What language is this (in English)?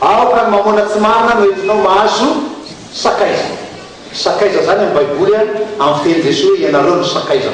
Malagasy